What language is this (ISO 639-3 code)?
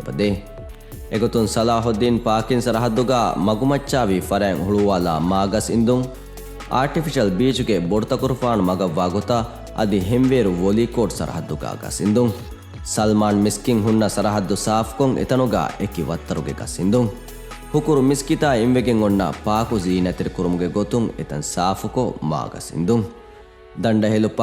div